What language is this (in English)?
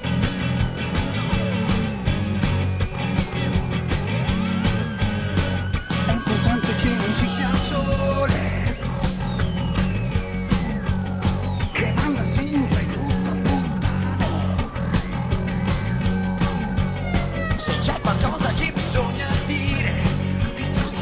Italian